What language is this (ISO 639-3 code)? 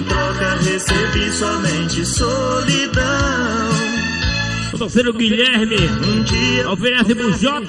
por